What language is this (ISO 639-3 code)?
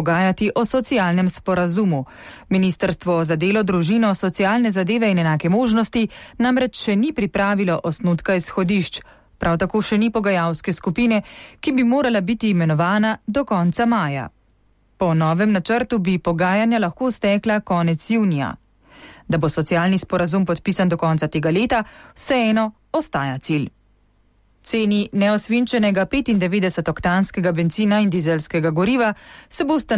slv